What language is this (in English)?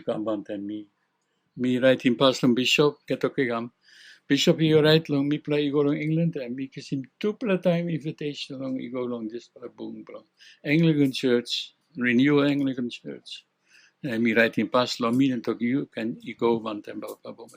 Tok Pisin